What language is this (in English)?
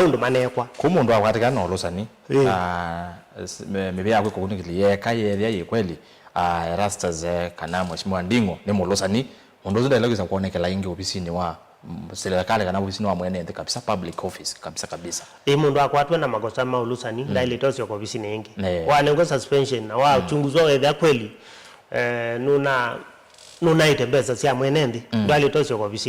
Kamba